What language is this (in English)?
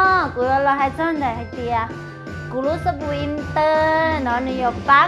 Hmong